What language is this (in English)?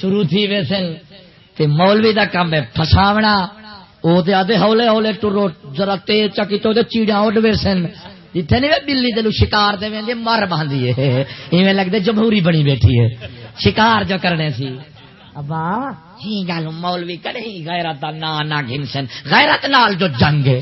Saraiki